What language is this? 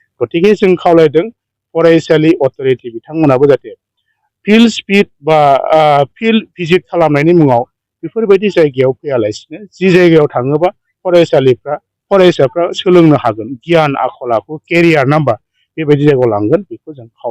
Bodo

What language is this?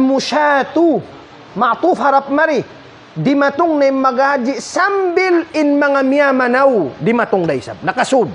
Tausug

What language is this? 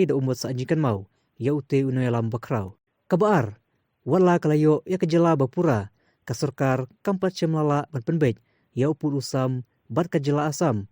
Khasi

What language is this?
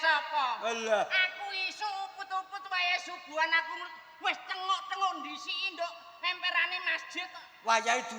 Javanese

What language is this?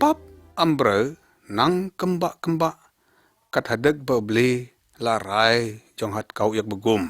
Lyngngam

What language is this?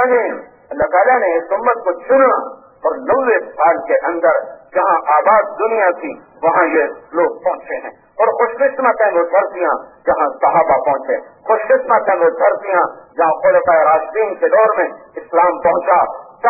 Urdu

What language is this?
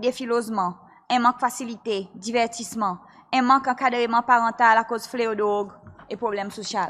Seselwa Creole French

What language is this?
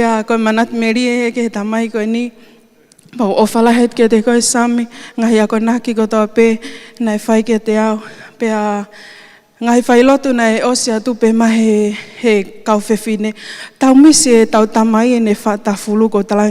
Tongan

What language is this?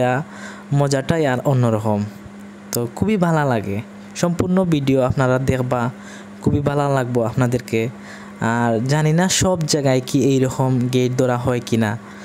Sylheti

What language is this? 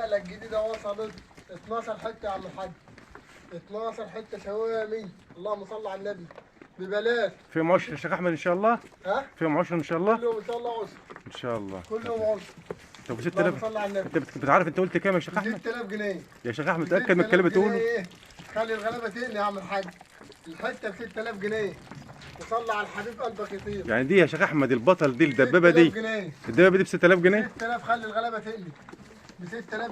Egyptian Arabic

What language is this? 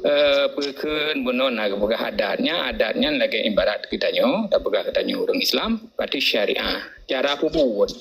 Achinese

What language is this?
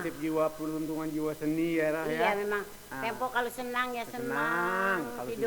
Betawi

